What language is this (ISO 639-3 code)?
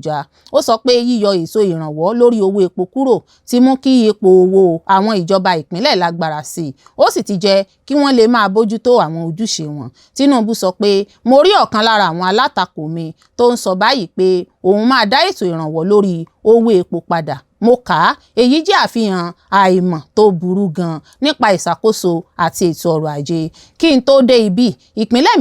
yor